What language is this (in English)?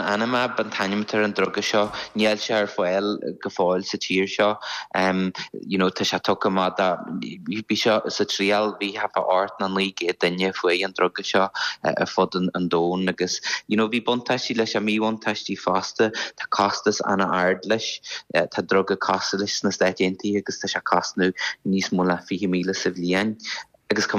Irish